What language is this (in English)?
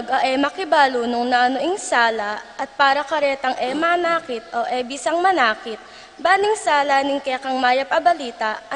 Pampanga